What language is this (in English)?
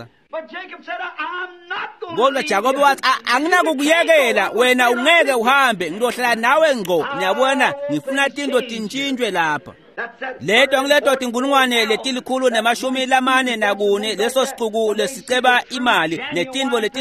Swati